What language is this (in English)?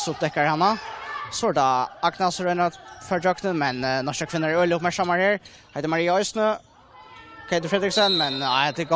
Faroese